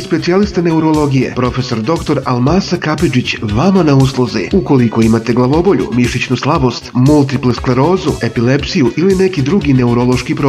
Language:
Bosnian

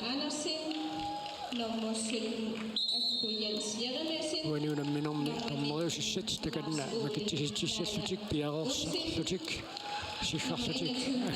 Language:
Kalaallisut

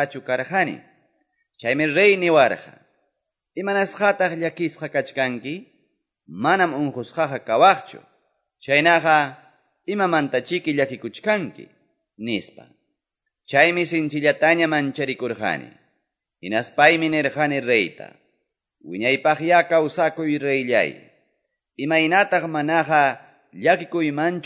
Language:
Quechua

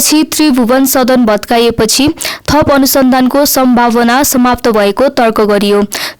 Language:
Nepali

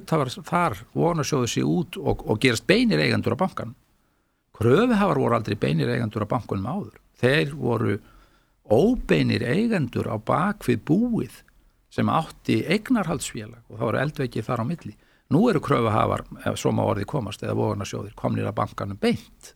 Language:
Icelandic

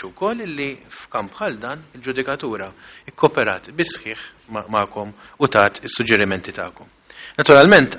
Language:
Maltese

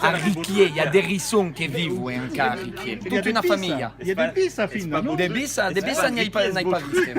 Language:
Occitan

